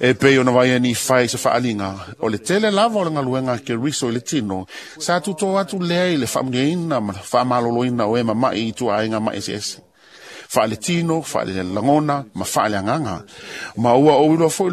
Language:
Samoan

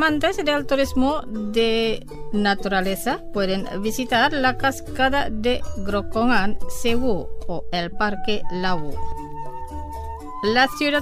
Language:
Spanish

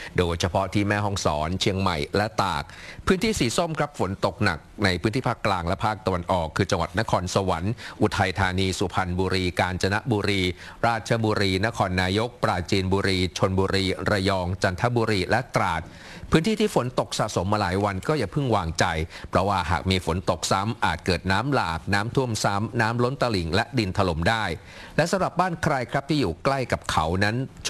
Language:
Thai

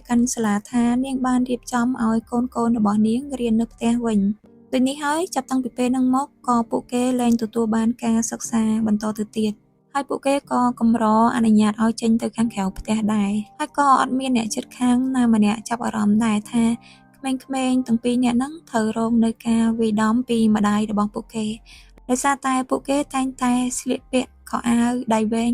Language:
Khmer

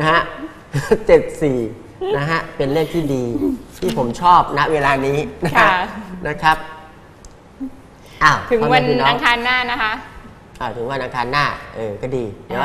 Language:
Thai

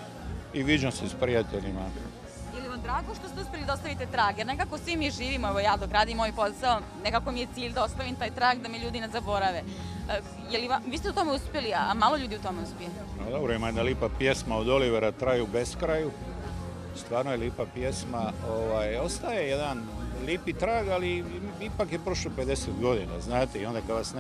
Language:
Croatian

